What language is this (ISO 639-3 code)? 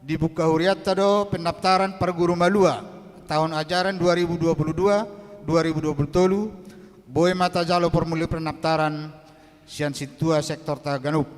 bbc